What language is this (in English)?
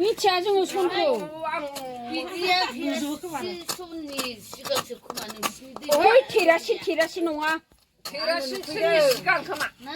Bodo